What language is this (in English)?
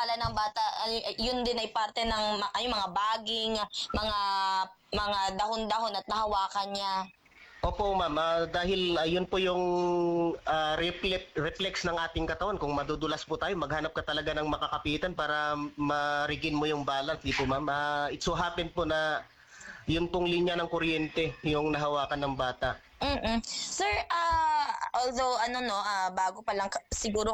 Filipino